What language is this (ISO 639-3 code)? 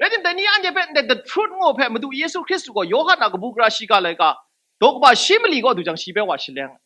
kac